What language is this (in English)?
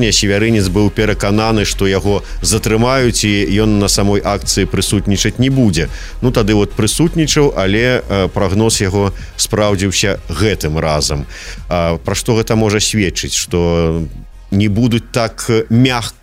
Belarusian